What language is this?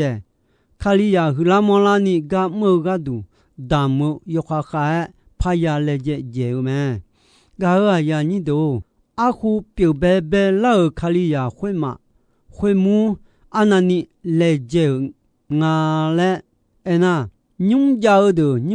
Akha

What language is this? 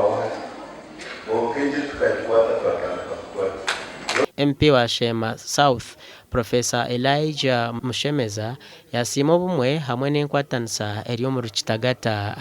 Nyankole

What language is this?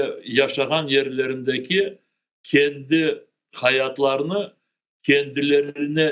Crimean Tatar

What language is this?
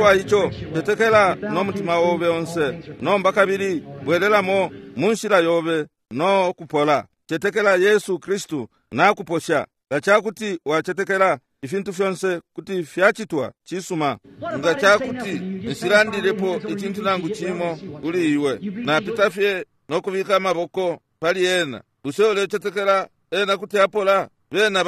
Bemba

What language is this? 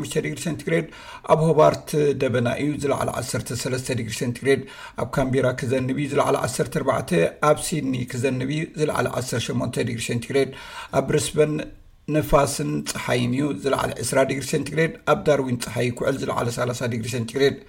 Tigrinya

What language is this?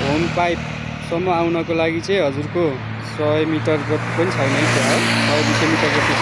Nepali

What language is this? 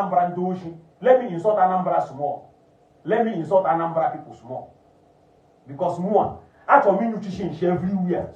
Igbo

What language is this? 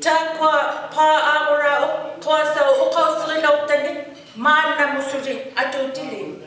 Inuktitut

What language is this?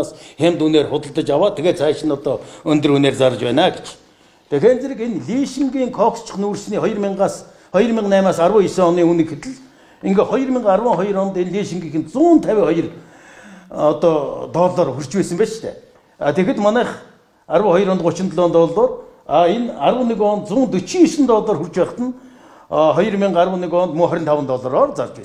Mongolian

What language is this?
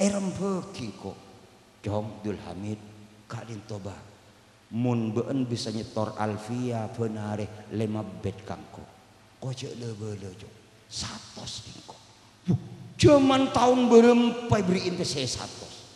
Madurese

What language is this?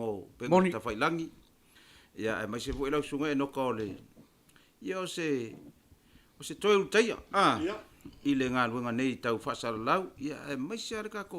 Samoan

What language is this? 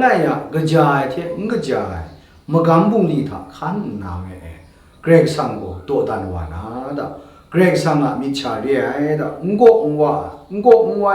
Kachin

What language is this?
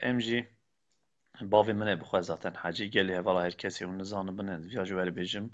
Kurdish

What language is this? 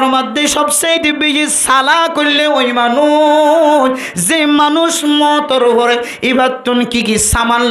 Rohingya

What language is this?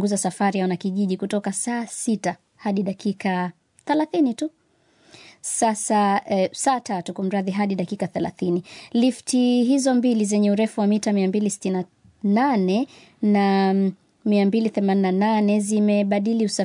Swahili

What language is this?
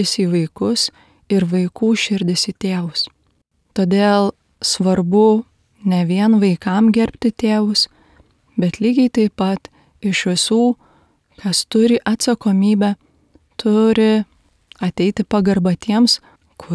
Lithuanian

